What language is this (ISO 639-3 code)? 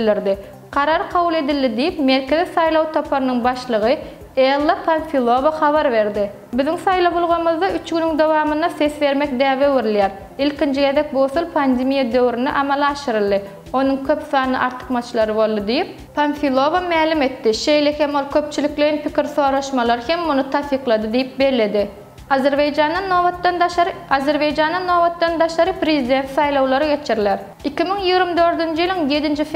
tuk